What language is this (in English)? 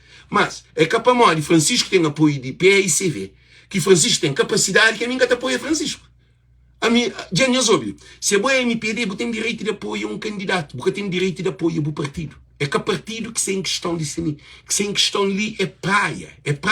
Kabuverdianu